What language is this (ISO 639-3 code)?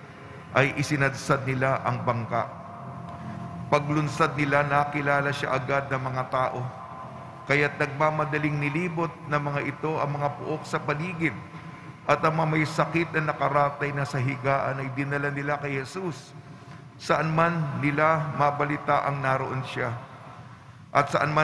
fil